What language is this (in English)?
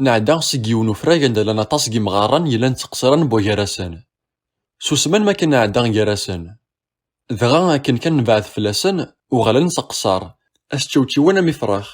Kabyle